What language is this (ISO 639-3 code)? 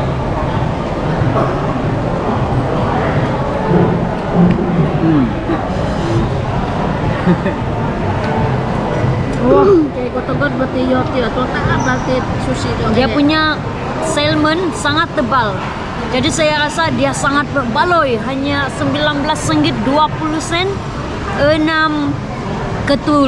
msa